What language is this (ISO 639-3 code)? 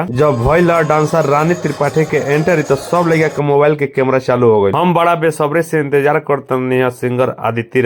bho